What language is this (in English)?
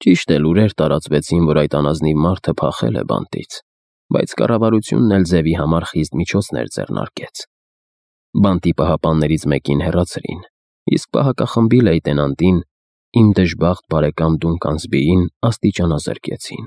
Armenian